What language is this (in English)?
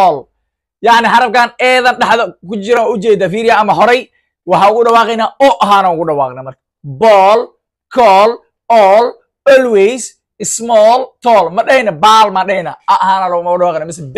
Somali